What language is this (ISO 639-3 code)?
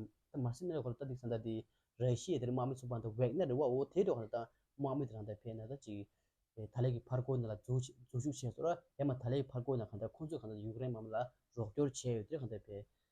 bod